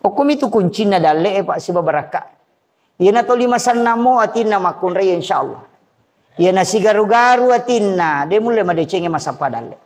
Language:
Buginese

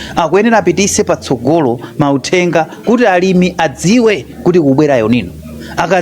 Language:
Nyanja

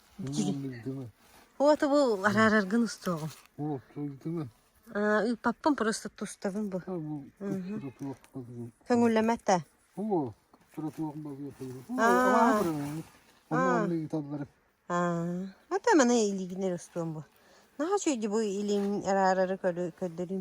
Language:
Yakut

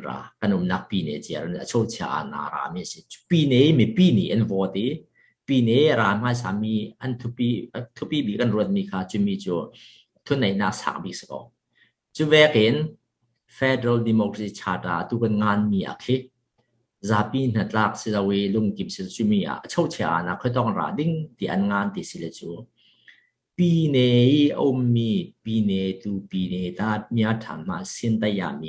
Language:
Falam Chin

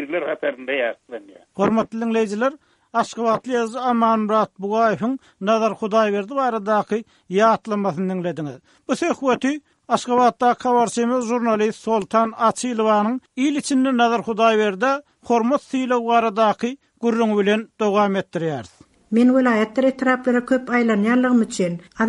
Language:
Turkmen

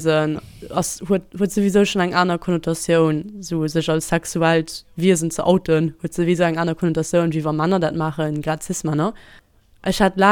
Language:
Luxembourgish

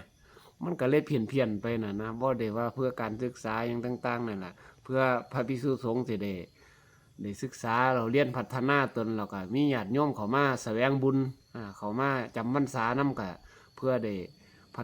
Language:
Lao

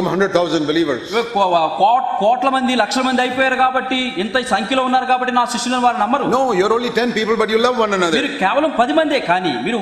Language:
Telugu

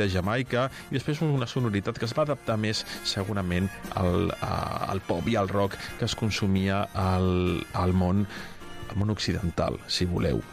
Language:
Catalan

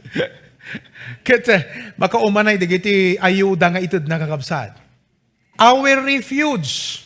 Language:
Iloko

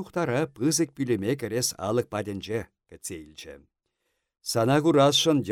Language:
Chuvash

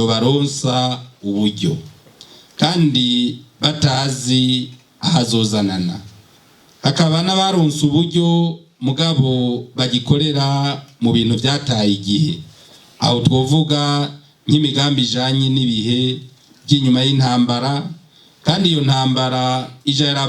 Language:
Rundi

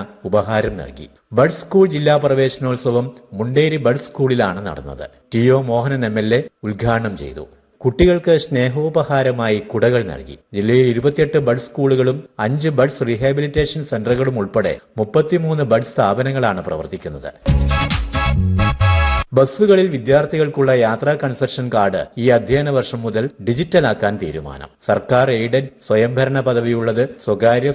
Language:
Malayalam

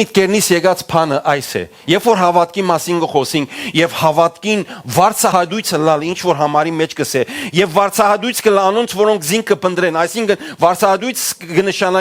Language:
Western Armenian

